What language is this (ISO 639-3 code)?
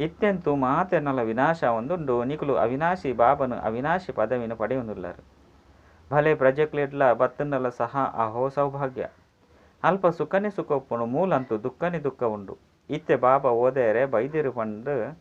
tcy